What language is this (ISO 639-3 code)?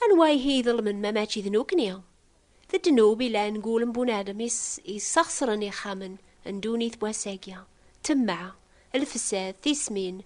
kab